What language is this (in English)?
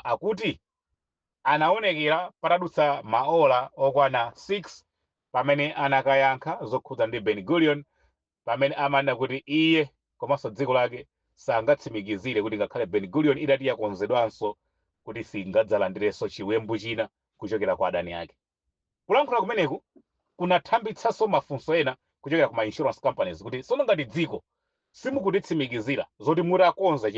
Nyanja